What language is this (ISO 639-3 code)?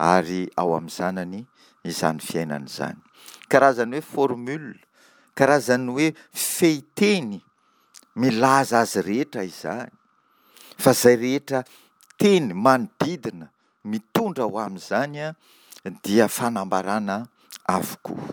mlg